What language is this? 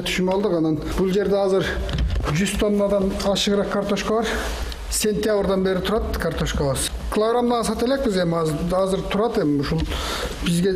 Kyrgyz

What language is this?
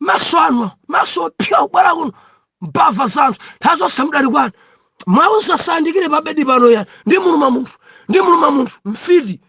Nyanja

